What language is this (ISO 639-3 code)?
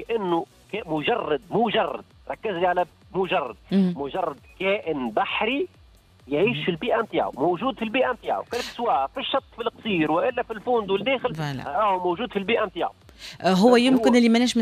aeb